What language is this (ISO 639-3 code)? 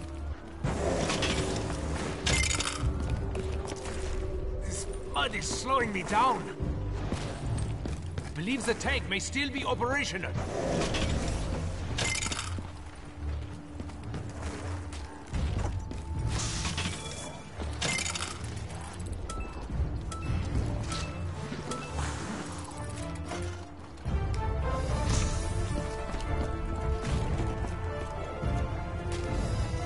eng